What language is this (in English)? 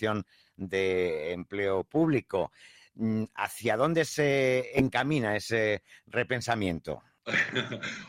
Spanish